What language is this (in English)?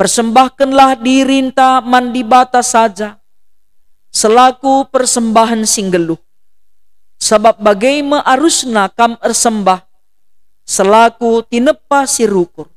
Batak Karo